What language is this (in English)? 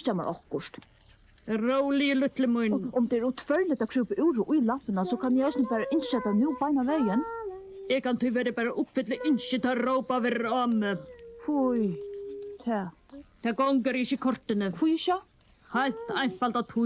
Faroese